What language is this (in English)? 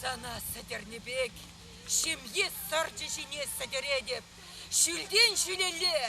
Chuvash